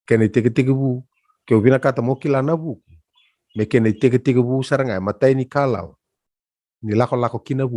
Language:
Fijian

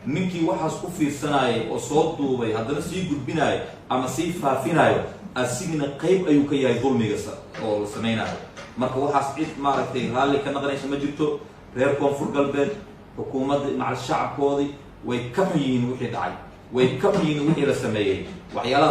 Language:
Somali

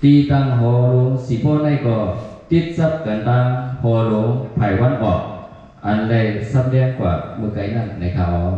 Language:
Shan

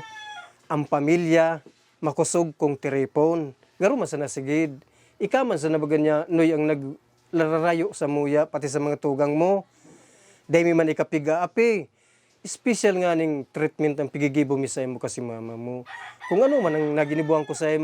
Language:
Bikol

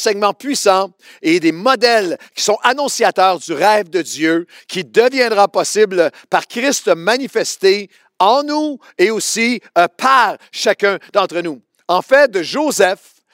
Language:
French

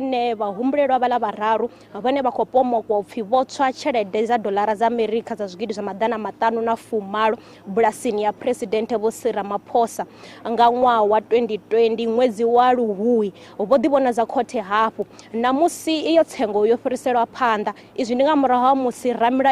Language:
Venda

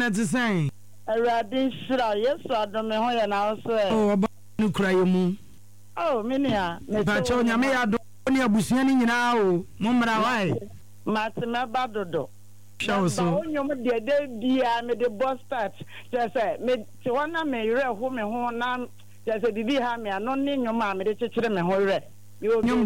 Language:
Akan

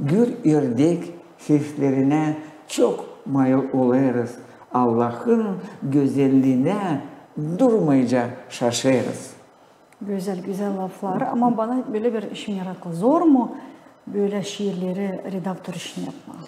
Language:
Gagauz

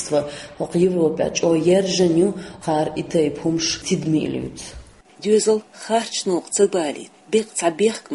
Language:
Chechen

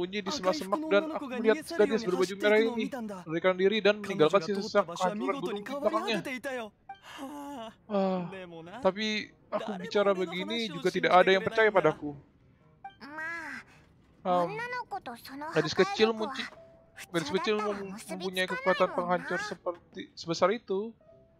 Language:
Indonesian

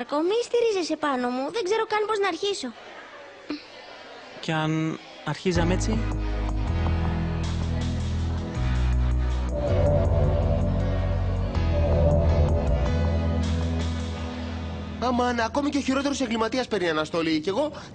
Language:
Greek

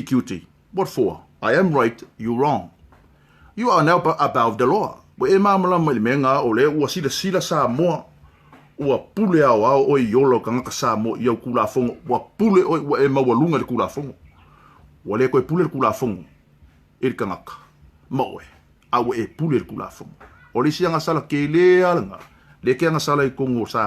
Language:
Samoan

